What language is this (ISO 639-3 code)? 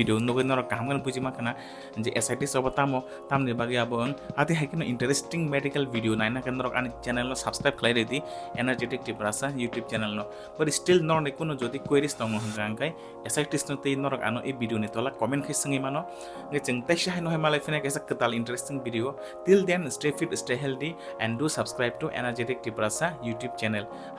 trp